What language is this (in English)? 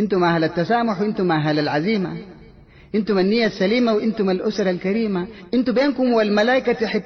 Sudanese Arabic